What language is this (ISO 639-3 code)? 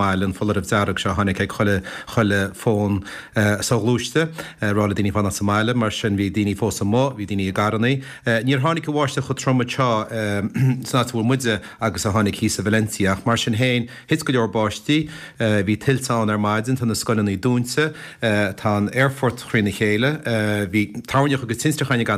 gle